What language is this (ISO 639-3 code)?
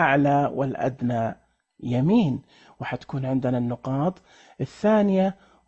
ars